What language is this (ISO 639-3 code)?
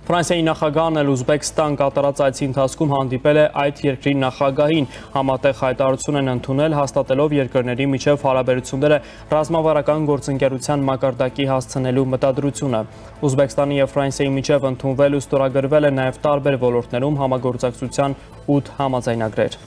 hye